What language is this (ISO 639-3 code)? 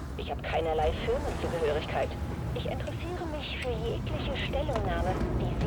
bar